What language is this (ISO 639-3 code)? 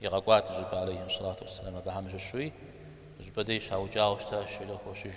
kbd